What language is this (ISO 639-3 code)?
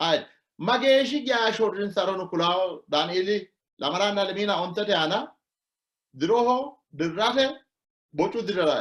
sid